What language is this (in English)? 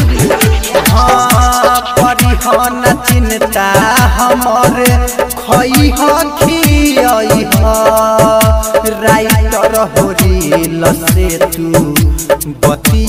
Bhojpuri